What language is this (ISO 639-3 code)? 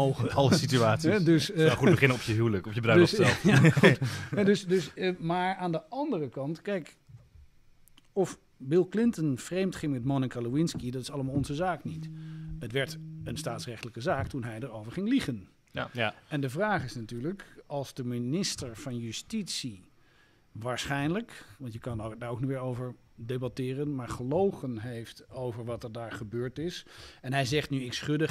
nld